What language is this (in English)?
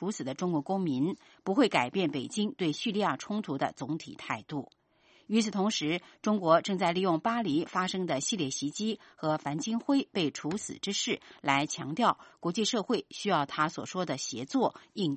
Chinese